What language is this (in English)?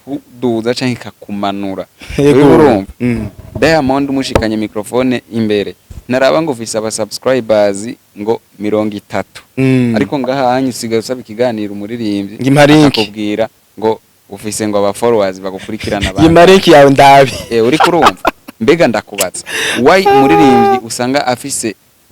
Rundi